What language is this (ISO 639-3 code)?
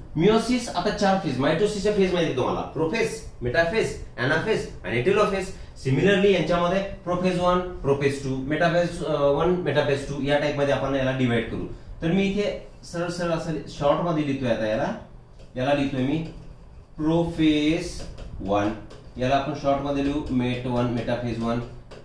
mar